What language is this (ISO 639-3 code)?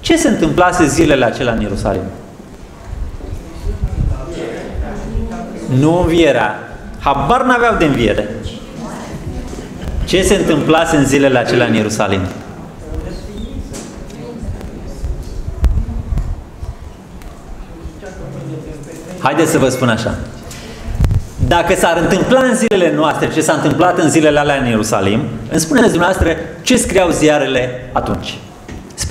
ron